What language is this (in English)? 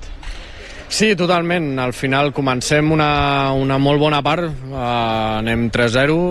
Catalan